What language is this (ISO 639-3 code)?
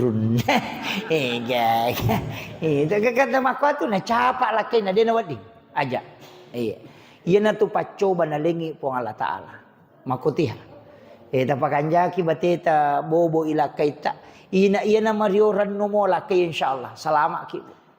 bug